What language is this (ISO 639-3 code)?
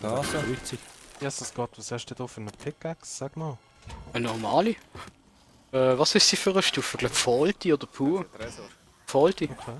gsw